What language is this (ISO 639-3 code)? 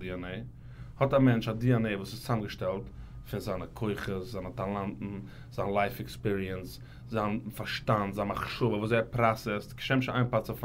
yid